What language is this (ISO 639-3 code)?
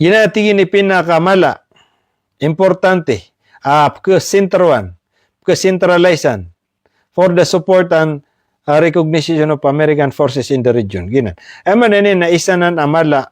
mrw